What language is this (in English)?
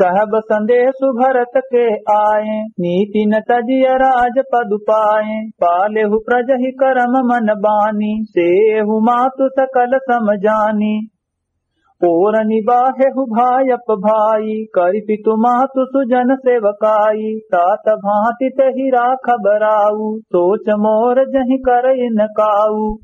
Awadhi